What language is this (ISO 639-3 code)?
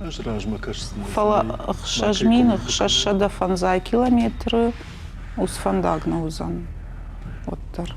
oss